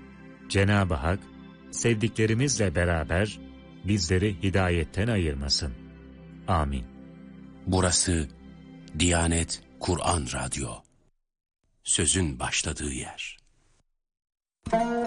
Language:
Turkish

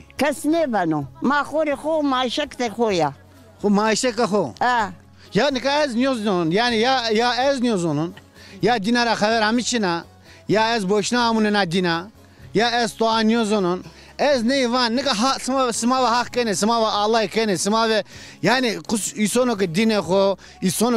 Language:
Zaza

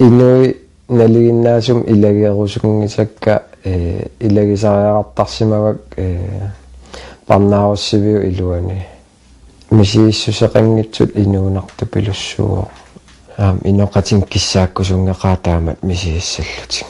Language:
Kalaallisut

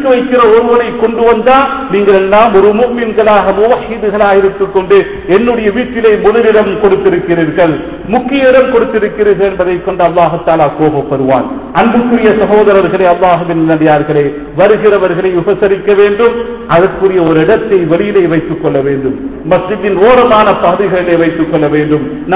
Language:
Tamil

